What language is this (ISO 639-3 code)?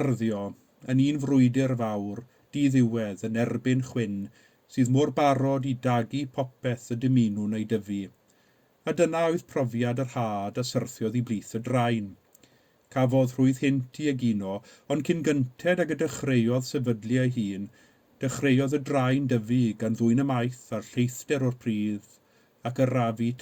cym